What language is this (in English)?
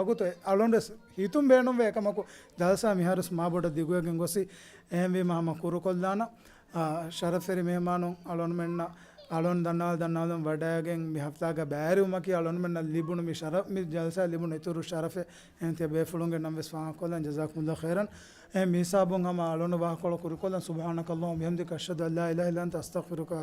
Divehi